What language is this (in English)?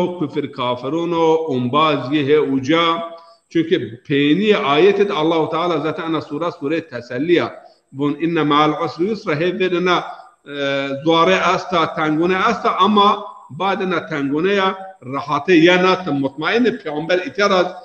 Zaza